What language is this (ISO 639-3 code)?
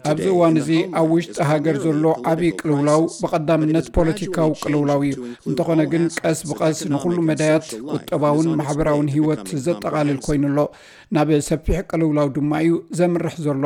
tir